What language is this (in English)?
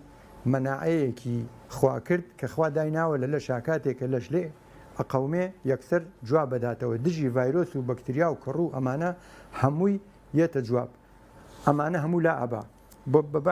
Central Kurdish